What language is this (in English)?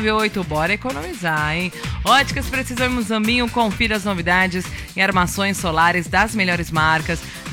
Portuguese